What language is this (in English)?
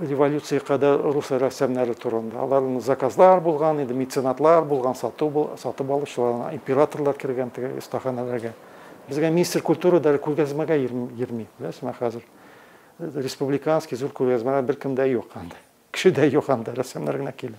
Tatar